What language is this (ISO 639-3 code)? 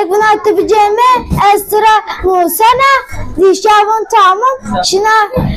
zza